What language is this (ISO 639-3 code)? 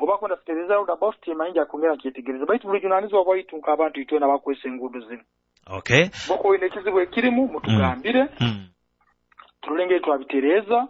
nyo